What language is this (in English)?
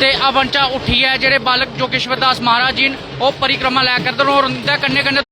Dogri